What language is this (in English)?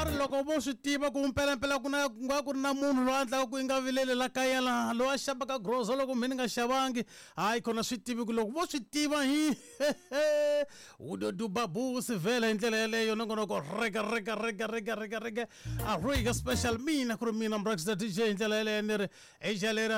Tsonga